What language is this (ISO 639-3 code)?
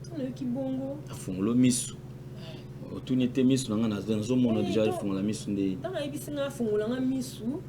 lin